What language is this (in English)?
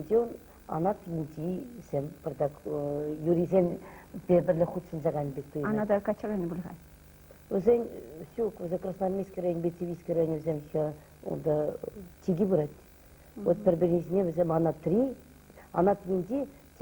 Chuvash